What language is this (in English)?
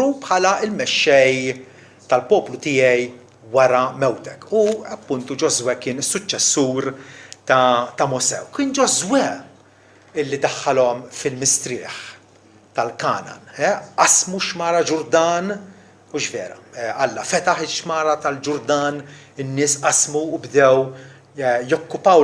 Maltese